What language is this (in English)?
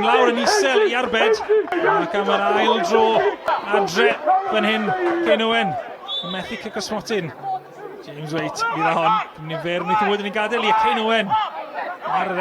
Welsh